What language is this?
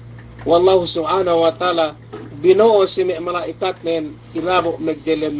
Yakan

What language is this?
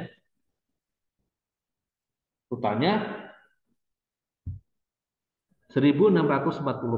Indonesian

